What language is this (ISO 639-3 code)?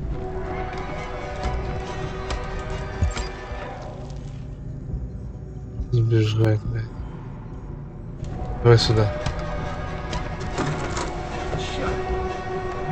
rus